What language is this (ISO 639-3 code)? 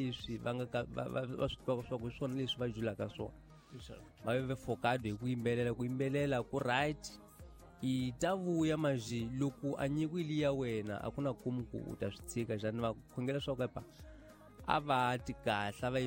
tso